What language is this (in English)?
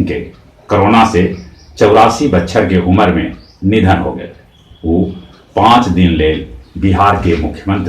Magahi